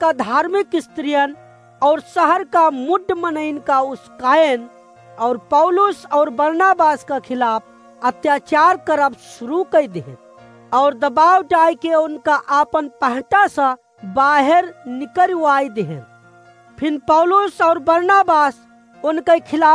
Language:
Awadhi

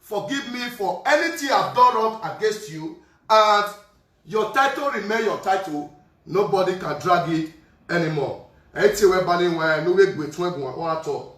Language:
Nigerian Pidgin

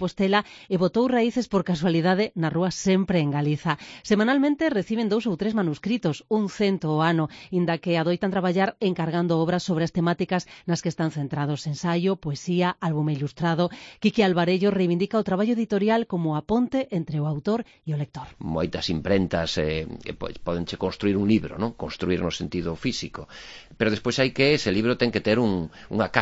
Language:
Galician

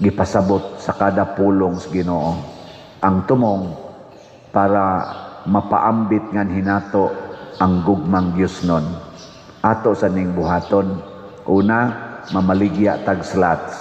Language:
Cebuano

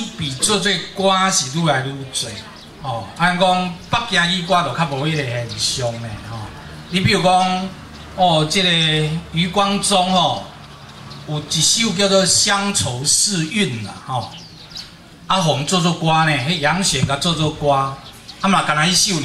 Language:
Min Nan Chinese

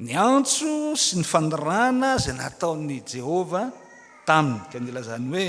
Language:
Malagasy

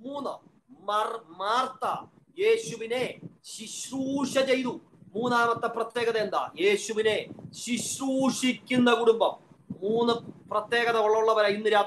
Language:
Malayalam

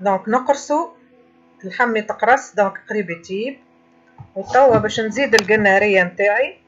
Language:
Tunisian Arabic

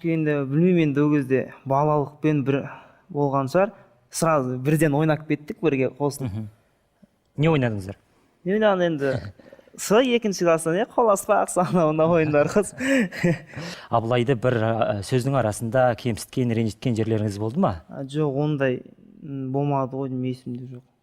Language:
Kazakh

